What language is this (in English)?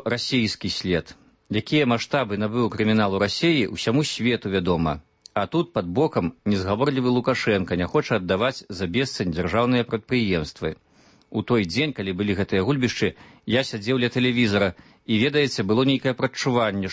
Belarusian